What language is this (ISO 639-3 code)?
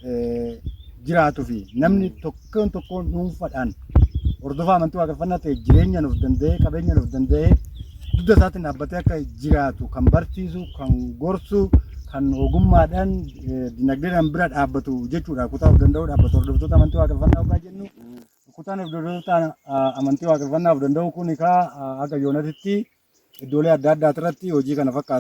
orm